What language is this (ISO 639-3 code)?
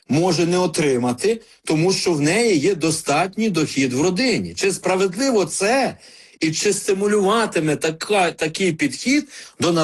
ukr